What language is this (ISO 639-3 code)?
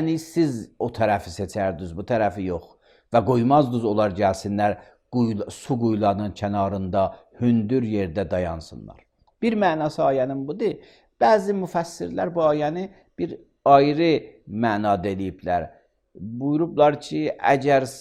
aze